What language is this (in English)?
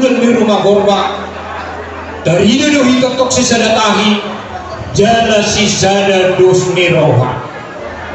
Batak Toba